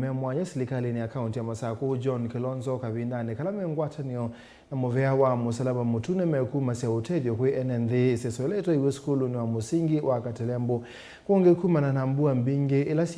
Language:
Kamba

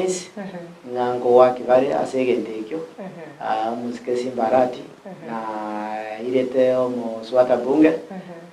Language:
Gusii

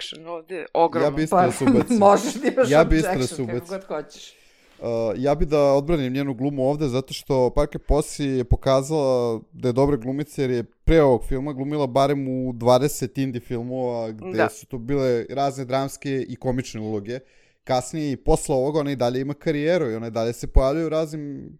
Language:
Serbian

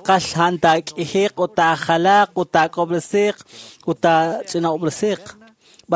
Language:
Kekchí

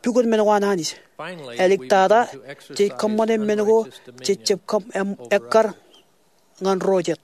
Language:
Marshallese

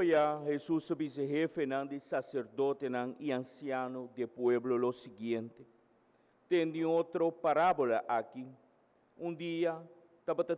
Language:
Papiamento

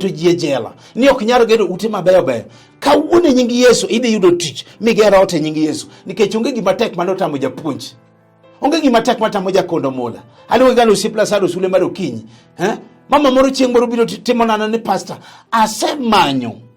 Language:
Luo (Kenya and Tanzania)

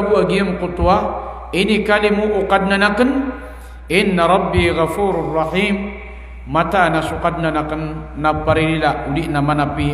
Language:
Maranao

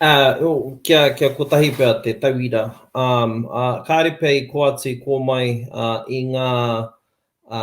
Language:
Māori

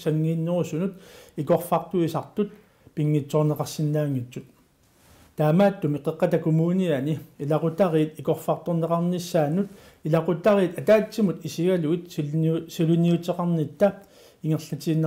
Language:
Kalaallisut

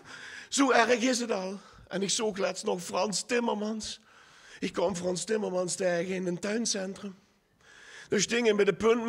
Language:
Limburgish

